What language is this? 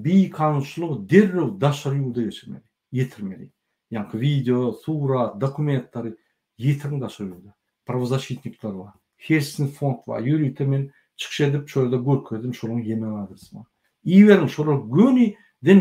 Turkmen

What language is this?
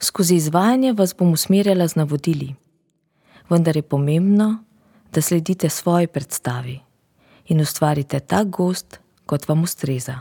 Slovenian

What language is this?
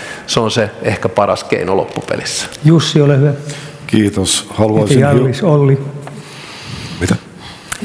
Finnish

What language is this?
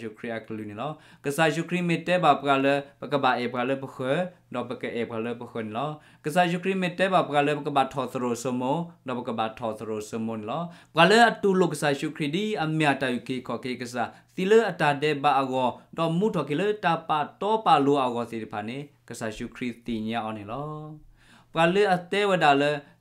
S'gaw Karen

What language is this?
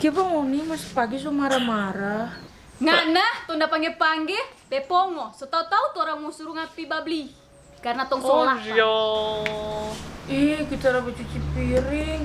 Manado Malay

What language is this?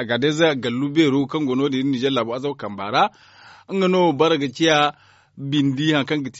Zarma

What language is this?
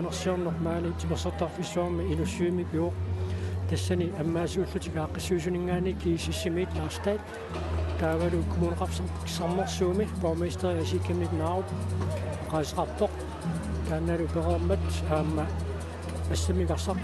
Kalaallisut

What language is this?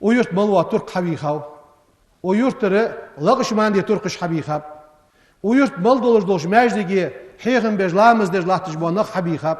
Ingush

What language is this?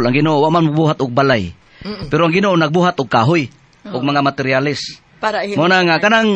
Cebuano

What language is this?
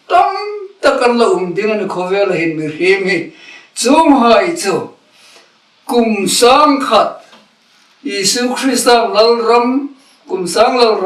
Hmar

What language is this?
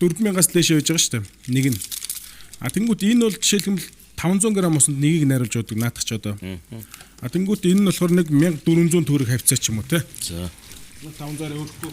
Mongolian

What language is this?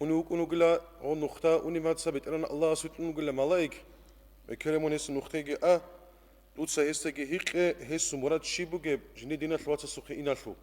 Avaric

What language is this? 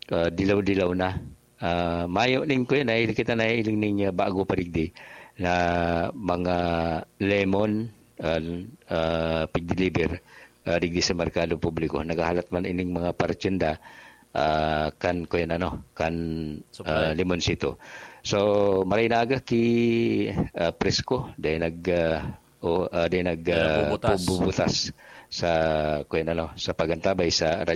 Bikol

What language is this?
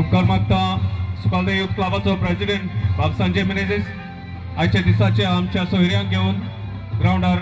Konkani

